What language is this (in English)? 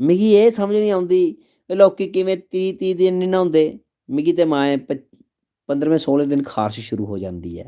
Dogri